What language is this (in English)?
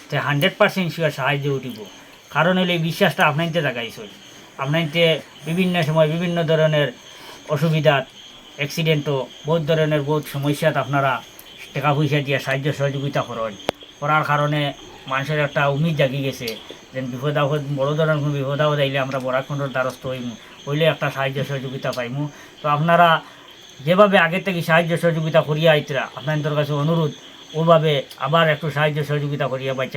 Sylheti